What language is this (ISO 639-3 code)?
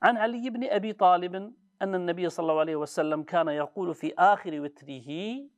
kur